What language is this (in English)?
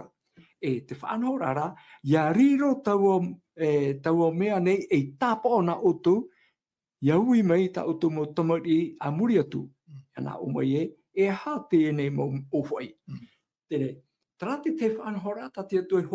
Tahitian